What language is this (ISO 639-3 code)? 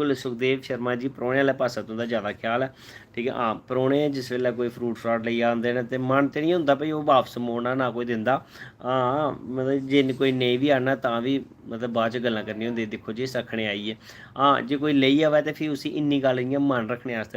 doi